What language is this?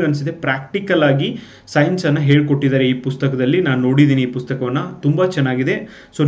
Kannada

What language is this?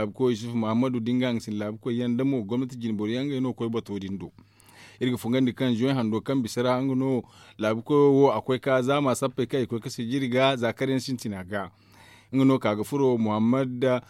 Zarma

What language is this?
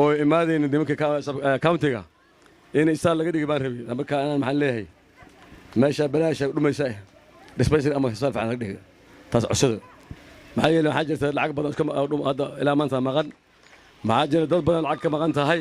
Somali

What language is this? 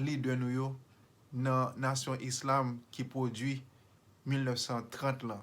Haitian Creole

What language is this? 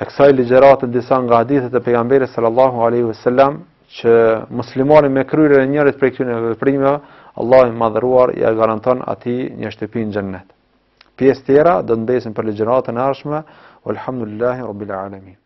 Albanian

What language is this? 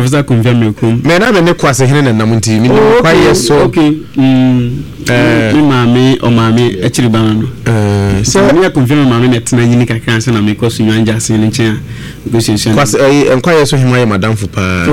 Akan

